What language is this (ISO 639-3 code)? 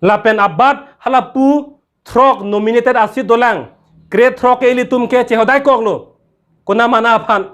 mjw